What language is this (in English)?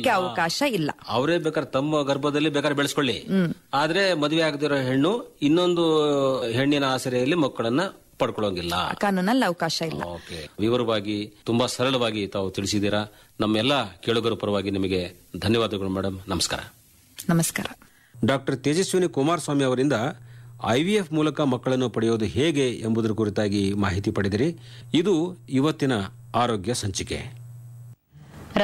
Kannada